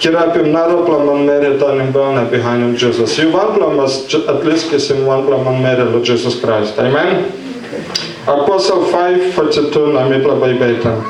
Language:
Tok Pisin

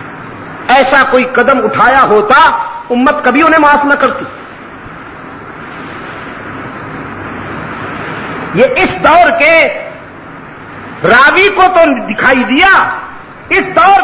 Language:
Urdu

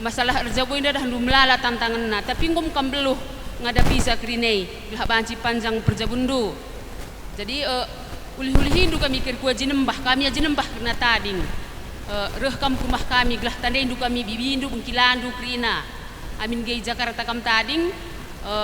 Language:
Batak Karo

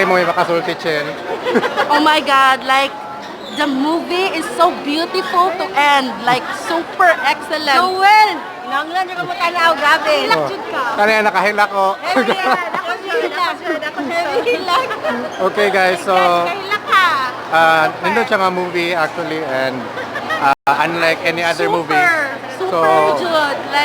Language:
Cebuano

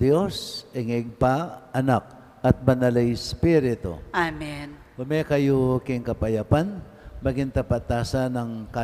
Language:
Pampanga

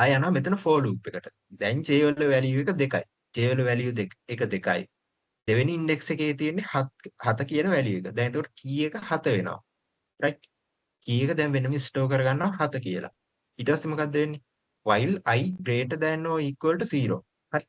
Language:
Sinhala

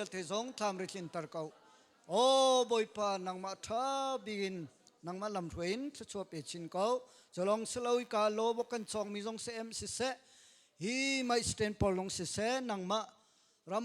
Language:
Hakha Chin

